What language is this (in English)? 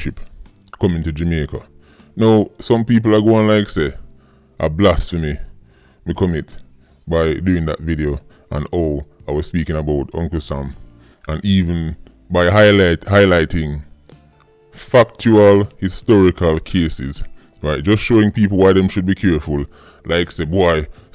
Jamaican Creole English